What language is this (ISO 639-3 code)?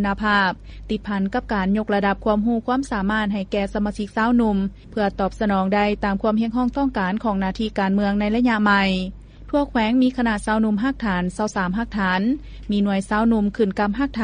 lao